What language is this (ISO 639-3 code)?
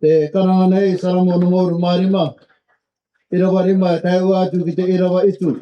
rar